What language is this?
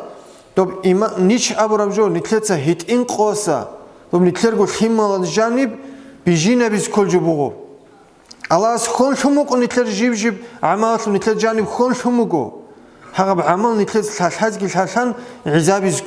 Avaric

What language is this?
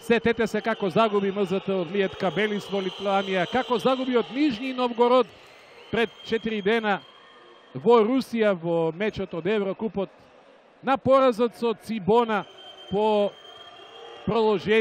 Macedonian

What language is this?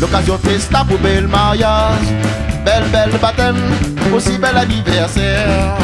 Réunion Creole French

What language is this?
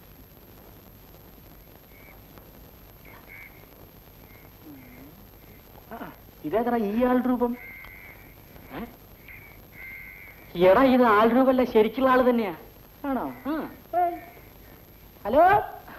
Malayalam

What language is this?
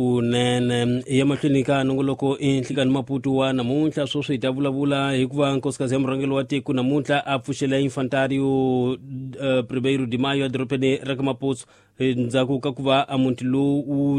Tsonga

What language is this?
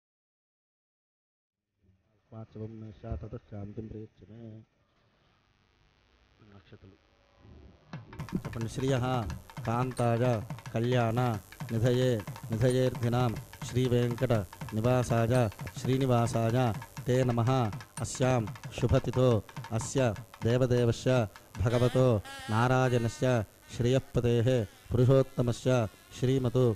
Telugu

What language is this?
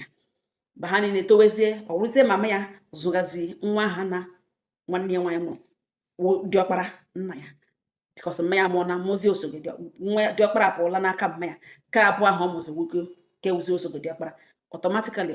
Igbo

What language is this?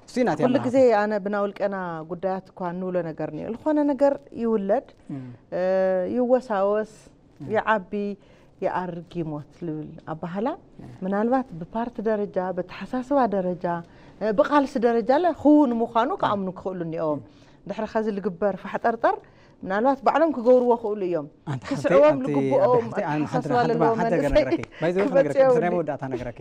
Tigrinya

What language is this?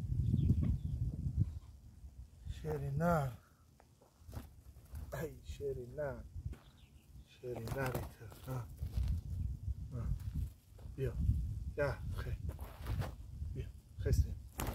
Persian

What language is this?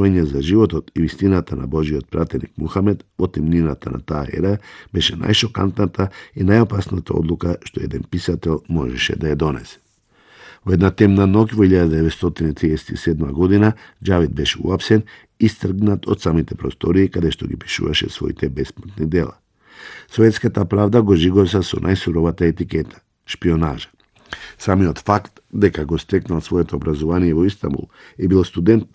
Macedonian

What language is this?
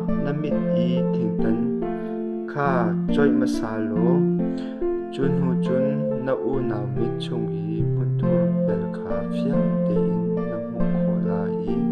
Hakha Chin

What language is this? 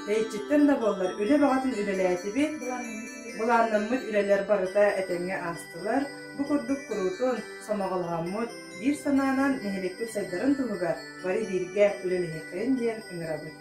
Yakut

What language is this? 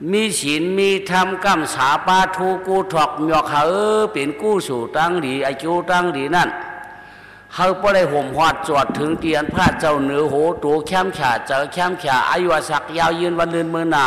Shan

